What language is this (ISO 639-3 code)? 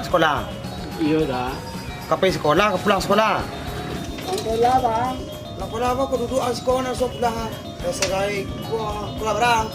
min